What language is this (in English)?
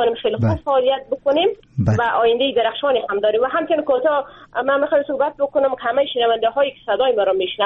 Persian